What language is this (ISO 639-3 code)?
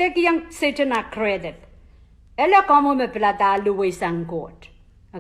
pon